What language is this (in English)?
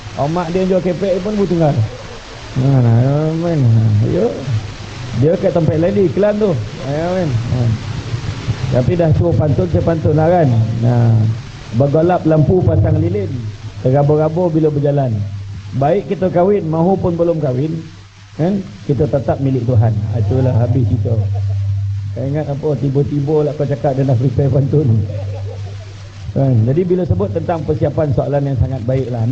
Malay